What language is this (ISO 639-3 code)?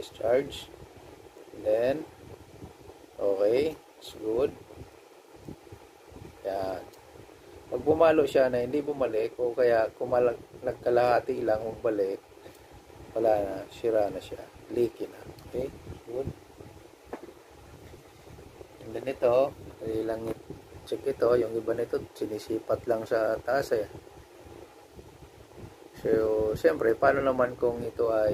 fil